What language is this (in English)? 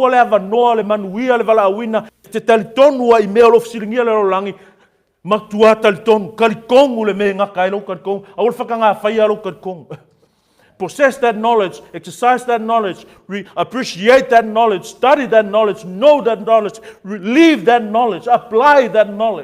Samoan